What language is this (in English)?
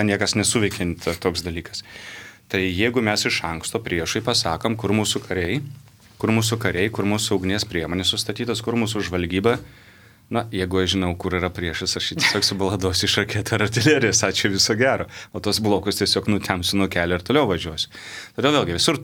Lithuanian